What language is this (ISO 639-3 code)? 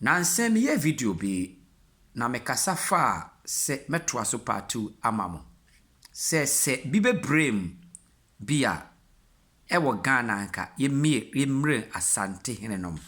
aka